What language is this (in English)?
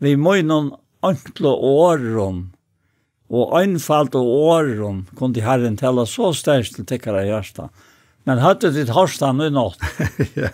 Faroese